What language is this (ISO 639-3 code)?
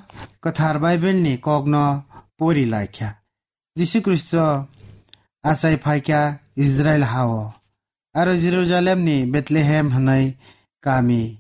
trp